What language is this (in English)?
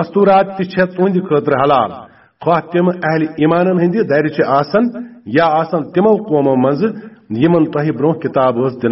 Kashmiri